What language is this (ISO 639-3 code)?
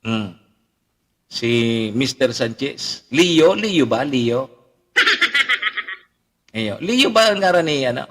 bik